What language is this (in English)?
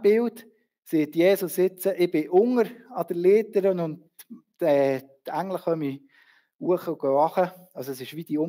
Swiss German